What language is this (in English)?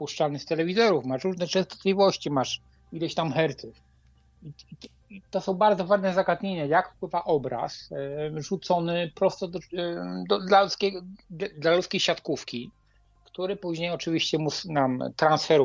Polish